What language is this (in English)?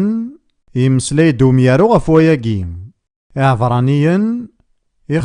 Kabyle